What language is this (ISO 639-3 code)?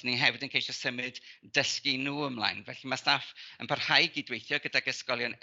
cym